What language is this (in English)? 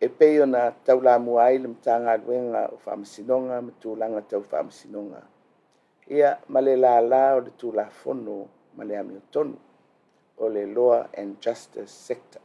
Samoan